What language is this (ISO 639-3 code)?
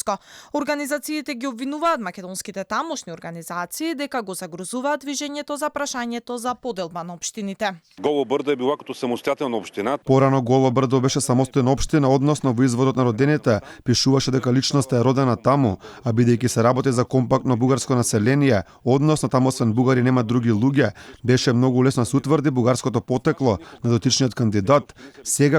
mkd